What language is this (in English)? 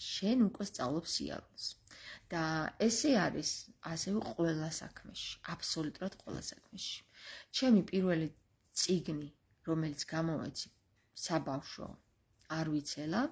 Georgian